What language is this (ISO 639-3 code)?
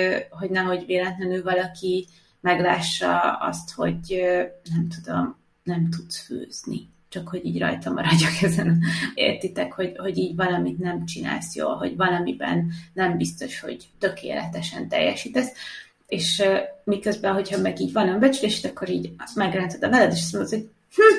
hun